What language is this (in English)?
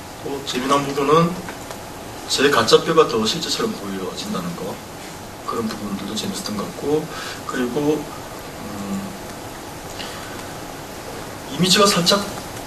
Korean